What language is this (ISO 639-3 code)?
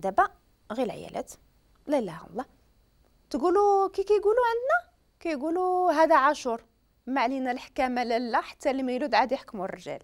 ary